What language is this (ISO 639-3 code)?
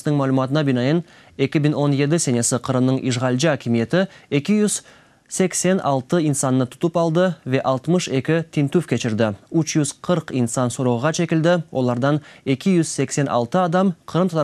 crh